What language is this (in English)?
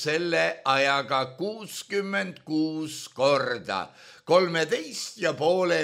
Estonian